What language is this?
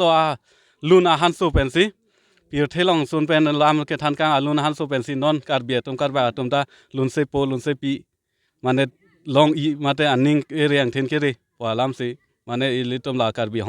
Karbi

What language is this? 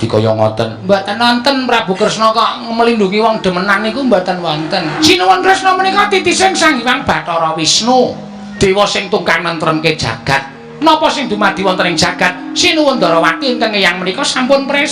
Javanese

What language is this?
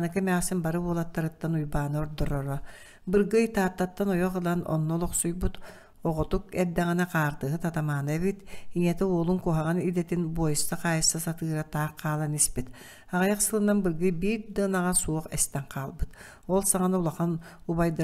Yakut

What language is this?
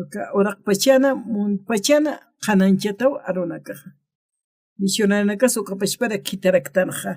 Aymara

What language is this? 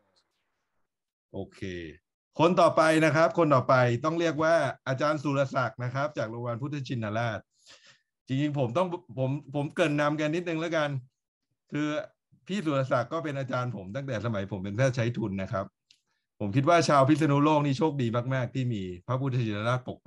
Thai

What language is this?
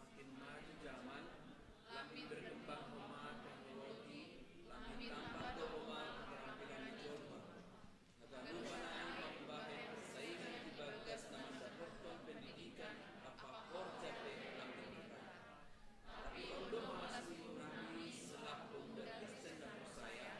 Batak Simalungun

